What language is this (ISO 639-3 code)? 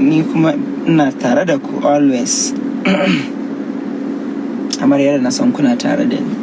hau